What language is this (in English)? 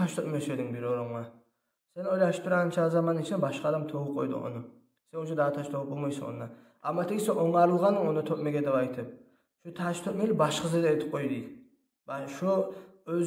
Kumyk